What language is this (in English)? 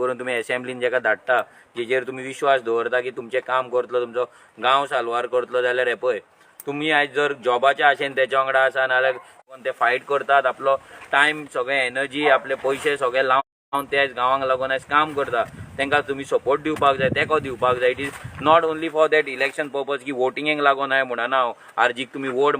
Konkani